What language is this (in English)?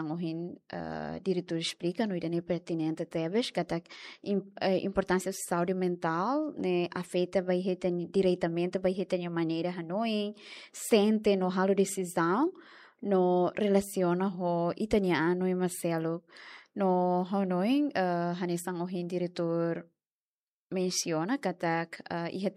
Tetum